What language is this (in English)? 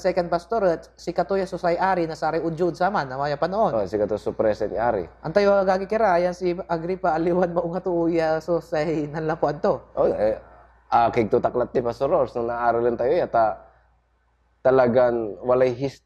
Pangasinan